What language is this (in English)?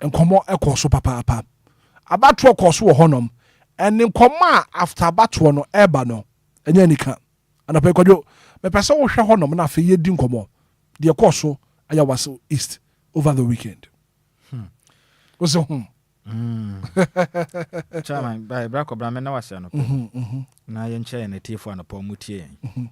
Akan